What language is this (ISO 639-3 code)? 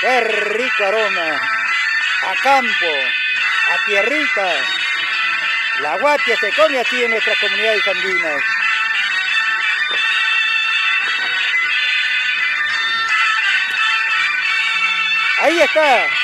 spa